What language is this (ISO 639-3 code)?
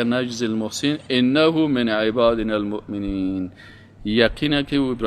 fas